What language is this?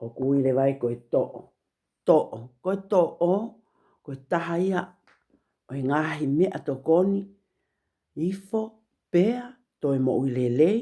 Tongan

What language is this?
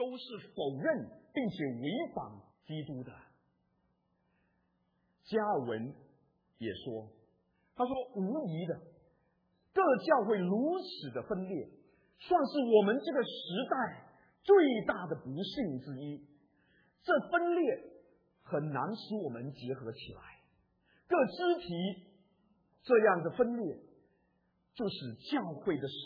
Chinese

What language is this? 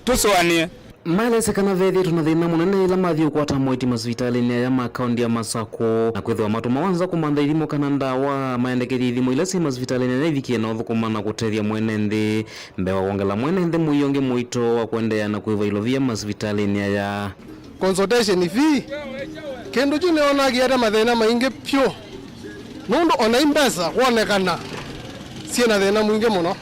Kamba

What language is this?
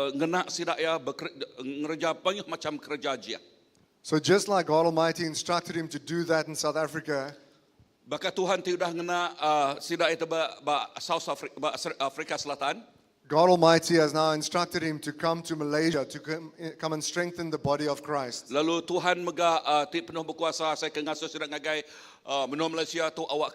Iban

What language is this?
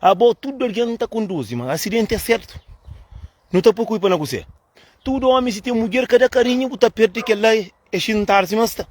Kabuverdianu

